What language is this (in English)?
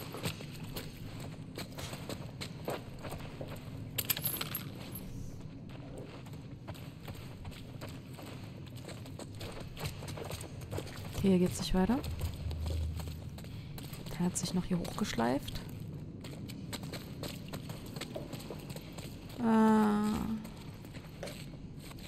German